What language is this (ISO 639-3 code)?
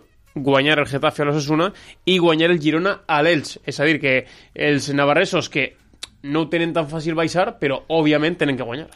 cat